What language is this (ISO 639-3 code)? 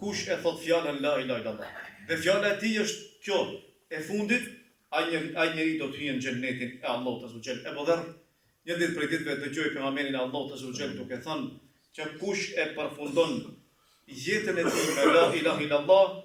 sqi